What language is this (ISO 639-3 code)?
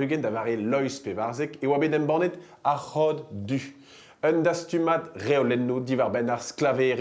bre